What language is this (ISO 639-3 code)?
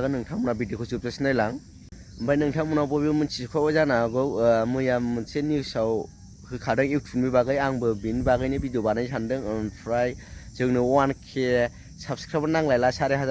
brx